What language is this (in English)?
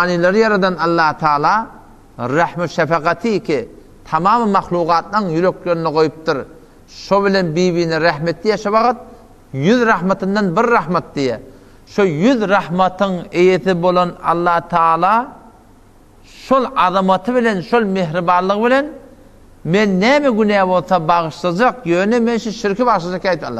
Turkmen